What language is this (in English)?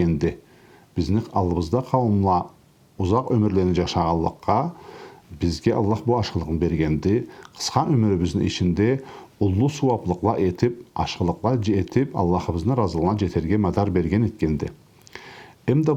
Karachay-Balkar